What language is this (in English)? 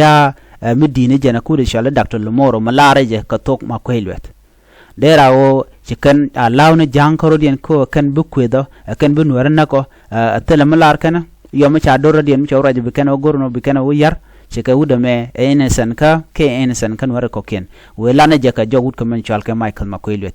Nuer